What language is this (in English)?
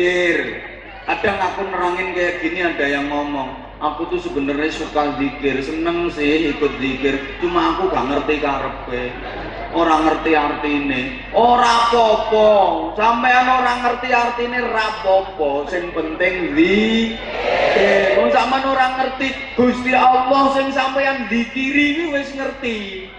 Javanese